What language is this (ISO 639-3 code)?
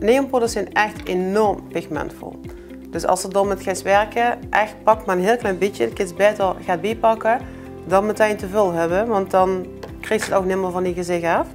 lim